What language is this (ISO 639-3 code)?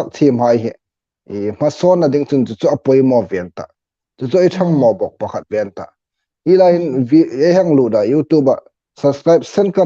hmr